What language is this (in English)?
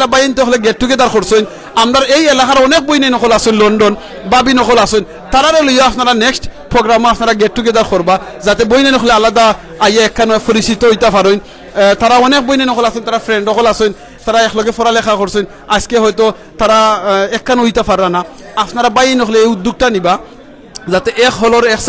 Sylheti